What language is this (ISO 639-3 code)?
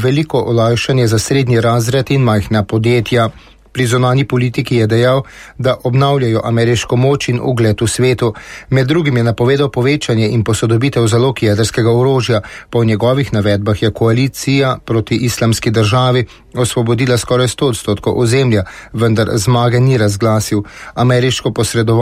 slv